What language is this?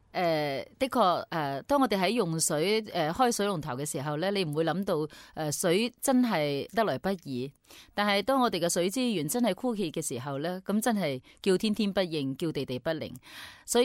Cantonese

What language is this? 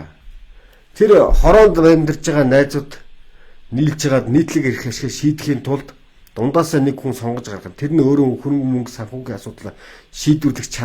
Mongolian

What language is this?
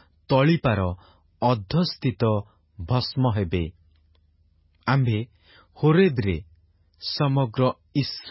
Odia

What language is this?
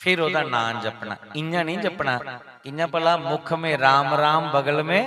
Dogri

